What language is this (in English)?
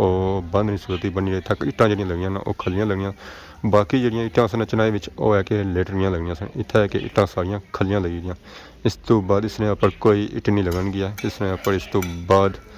Pahari-Potwari